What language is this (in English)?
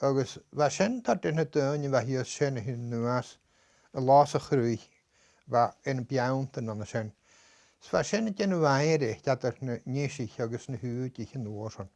Scottish Gaelic